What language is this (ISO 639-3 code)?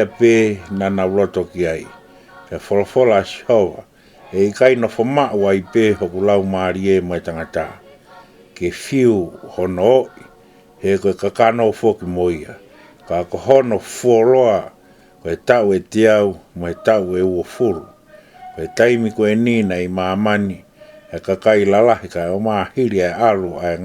ton